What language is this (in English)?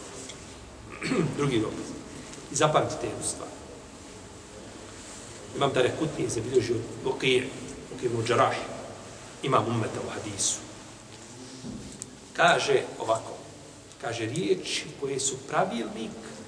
Bosnian